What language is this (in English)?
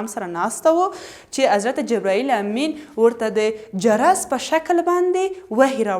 Pashto